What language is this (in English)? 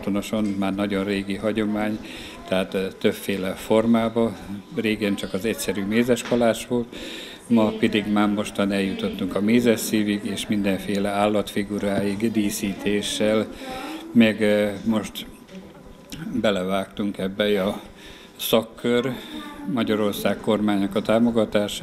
Hungarian